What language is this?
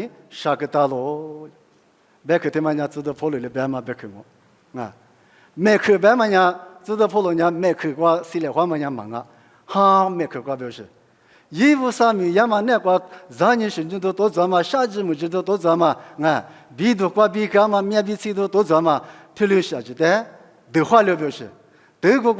Lisu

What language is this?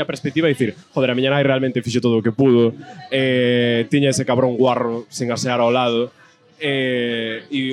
Galician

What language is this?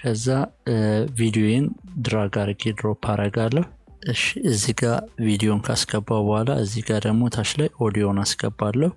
Amharic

